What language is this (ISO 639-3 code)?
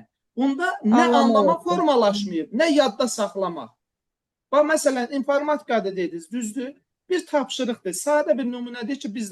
aze